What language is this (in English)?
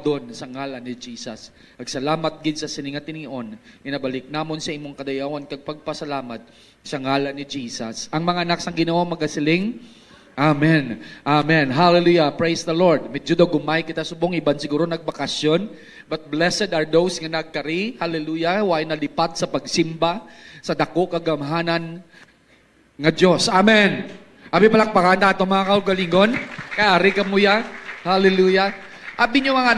Hiligaynon